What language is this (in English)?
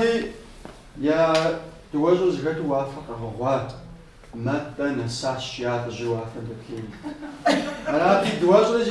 Kabardian